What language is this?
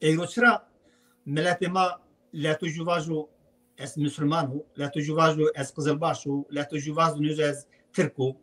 Zaza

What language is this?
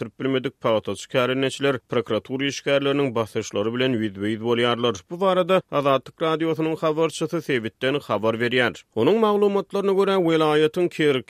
Turkmen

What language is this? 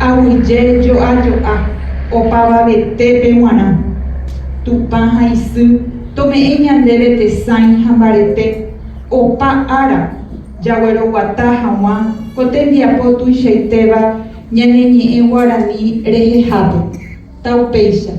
Guarani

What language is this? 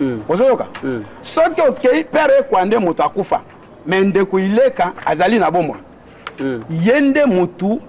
Lingala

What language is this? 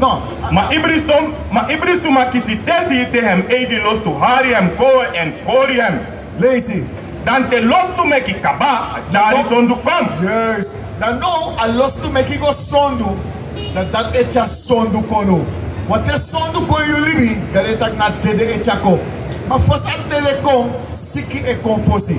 Sranan Tongo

